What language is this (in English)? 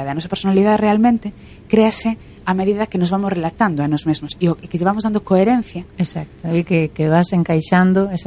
Galician